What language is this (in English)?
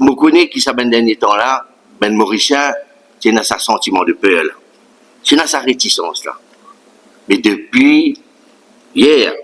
Morisyen